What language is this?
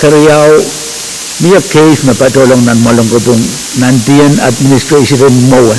Pohnpeian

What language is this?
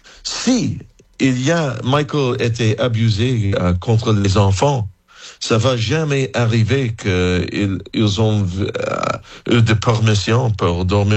French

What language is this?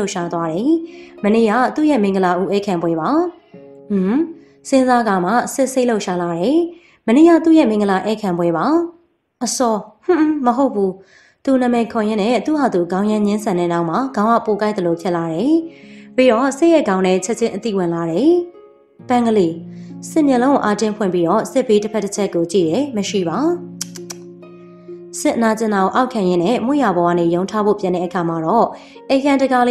Burmese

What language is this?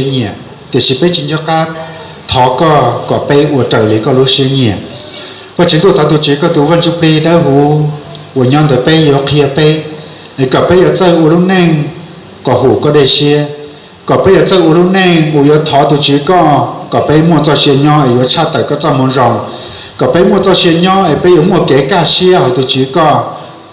Hmong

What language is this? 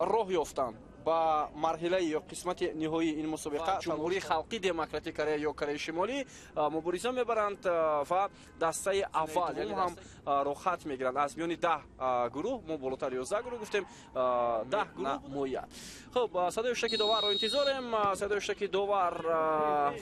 Tajik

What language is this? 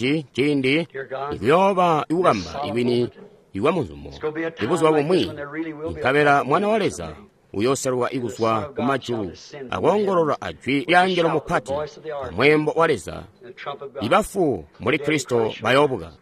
Tonga (Zambia)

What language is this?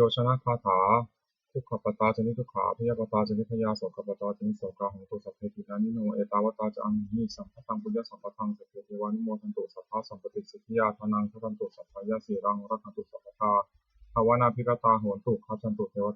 Pali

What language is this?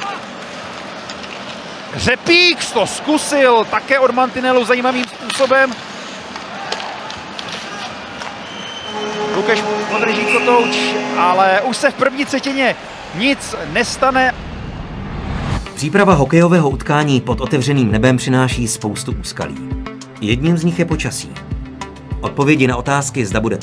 Czech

